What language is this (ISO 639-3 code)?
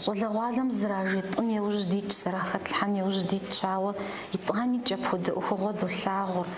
kbd